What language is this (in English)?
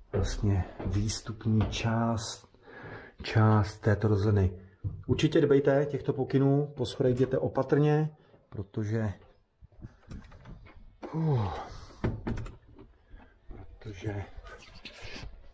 Czech